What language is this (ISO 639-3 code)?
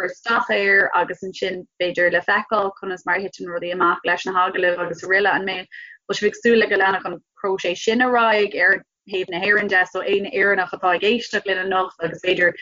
gle